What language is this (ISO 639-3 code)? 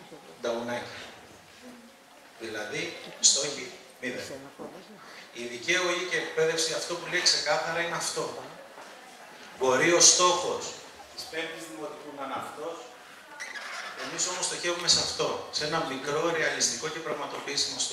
ell